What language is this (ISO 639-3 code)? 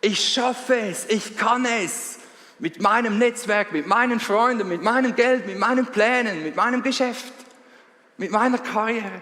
gsw